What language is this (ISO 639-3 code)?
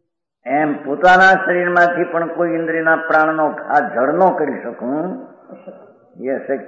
guj